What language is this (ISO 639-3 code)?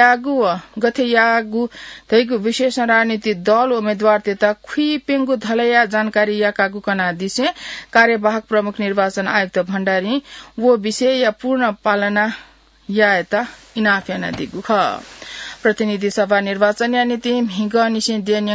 new